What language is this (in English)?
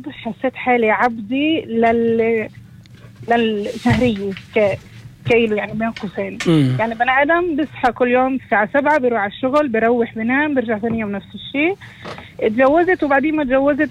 North Levantine Arabic